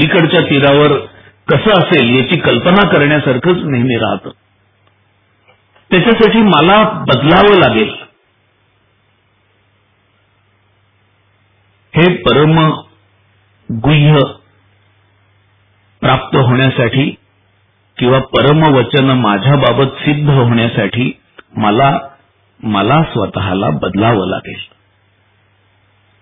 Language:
Marathi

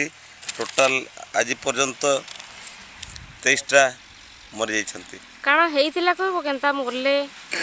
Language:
Odia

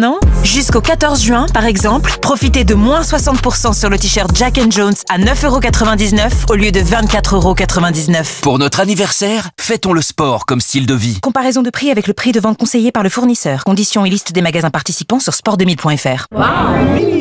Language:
French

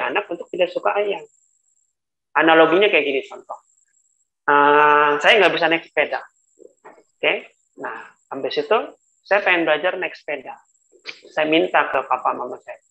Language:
Indonesian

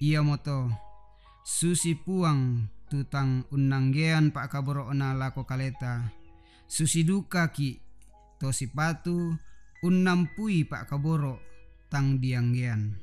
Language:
Toraja-Sa'dan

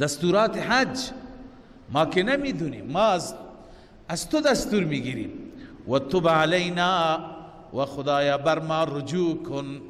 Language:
Persian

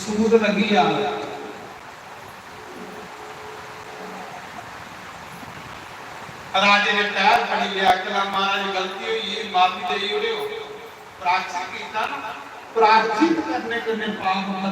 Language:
Dogri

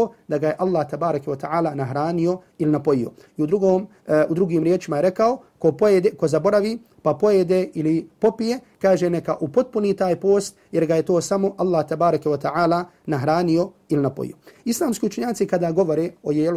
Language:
Bosnian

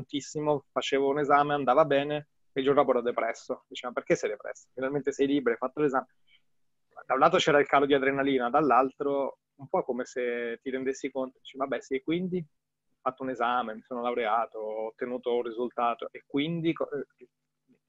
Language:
Italian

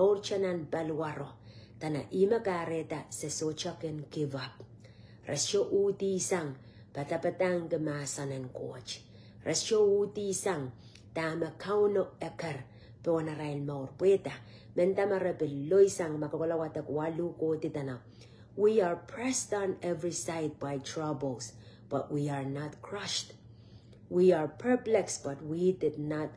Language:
Pohnpeian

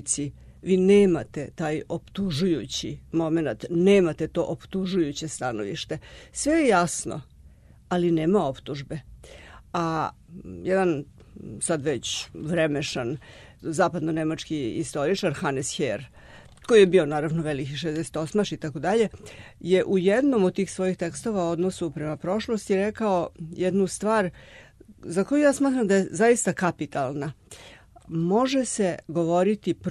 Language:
Serbian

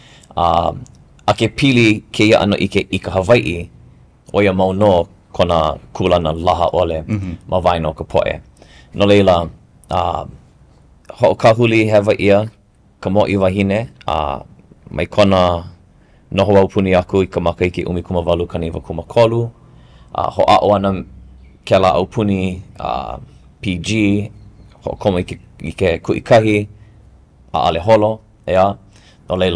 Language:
Hawaiian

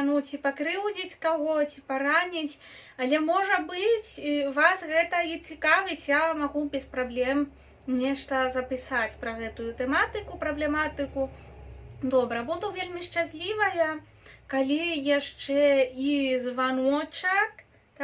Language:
Belarusian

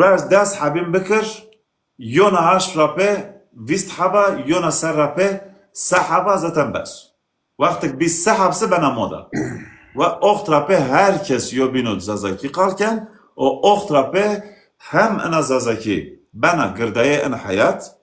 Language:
Zaza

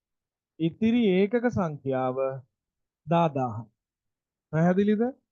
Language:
Sinhala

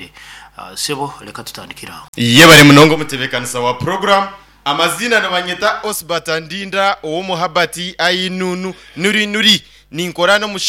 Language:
Nyankole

